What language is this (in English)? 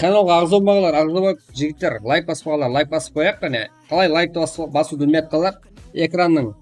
Kara-Kalpak